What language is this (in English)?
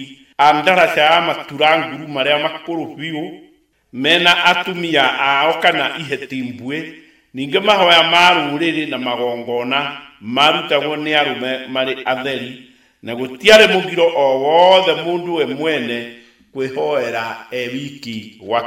Kikuyu